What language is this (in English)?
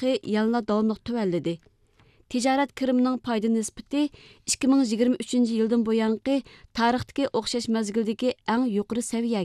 Uyghur